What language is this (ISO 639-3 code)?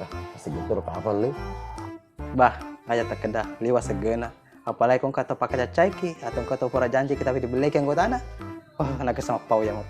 bug